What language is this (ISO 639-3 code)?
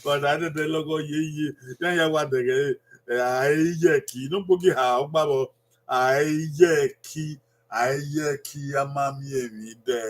bin